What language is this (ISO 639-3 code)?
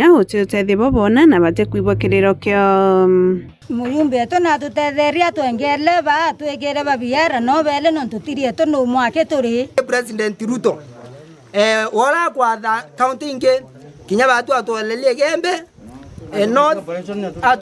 mer